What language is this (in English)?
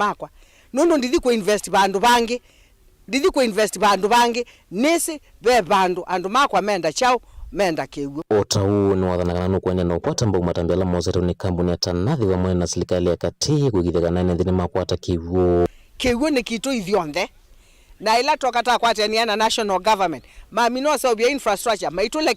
Kamba